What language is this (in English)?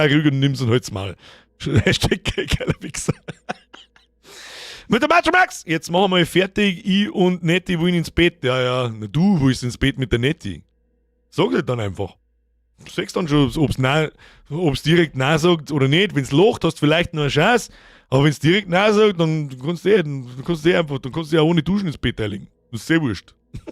Bavarian